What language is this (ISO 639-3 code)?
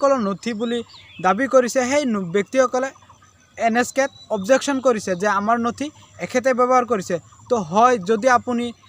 asm